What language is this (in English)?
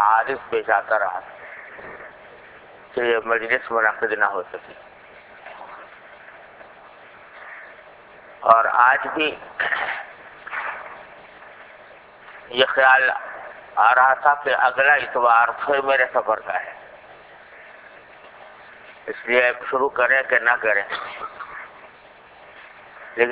Urdu